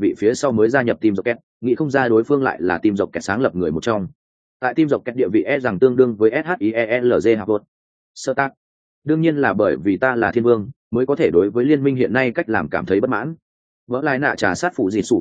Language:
Vietnamese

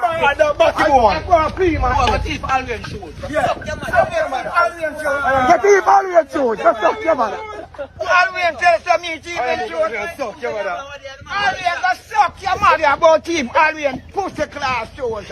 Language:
Jamaican Creole English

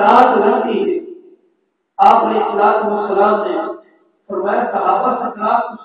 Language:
Saraiki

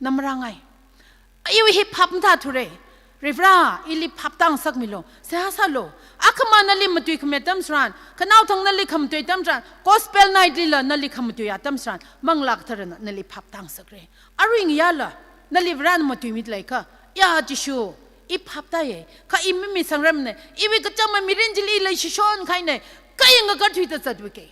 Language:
Tangkhul Naga (India)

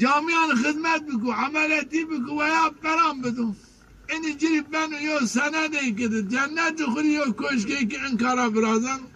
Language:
Zaza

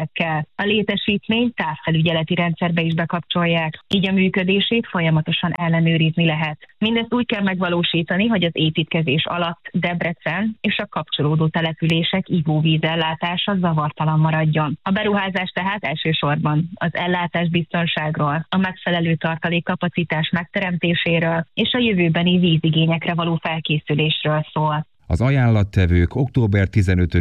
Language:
Hungarian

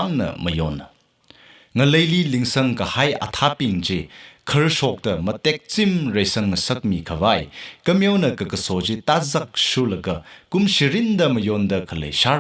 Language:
Tangkhul Naga (India)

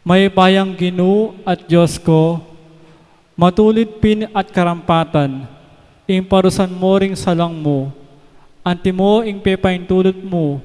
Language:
Pampanga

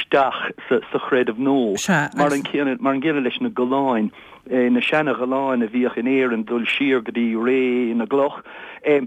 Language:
Irish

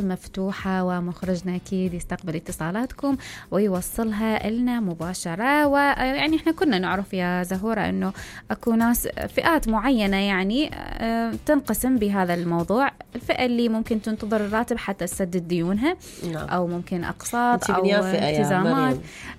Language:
Mesopotamian Arabic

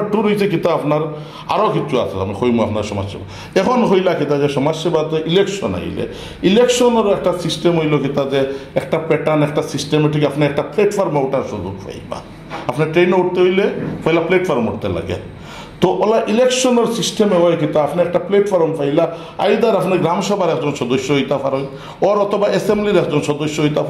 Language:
Sylheti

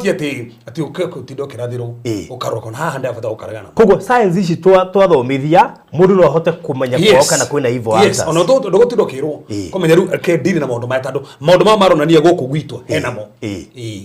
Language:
Kikuyu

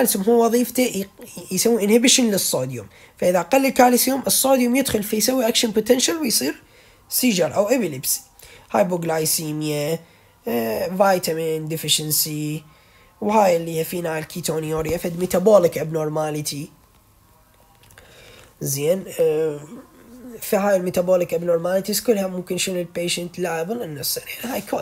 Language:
Mesopotamian Arabic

